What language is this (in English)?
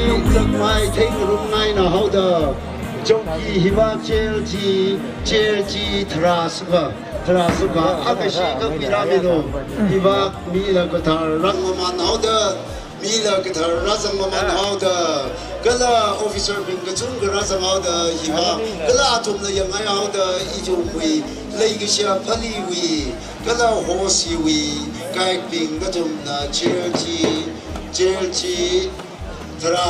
Tangkhul Naga (India)